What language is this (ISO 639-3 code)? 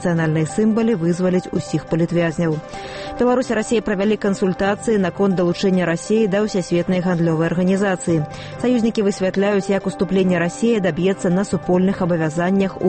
bel